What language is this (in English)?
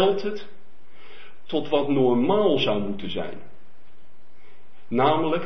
Dutch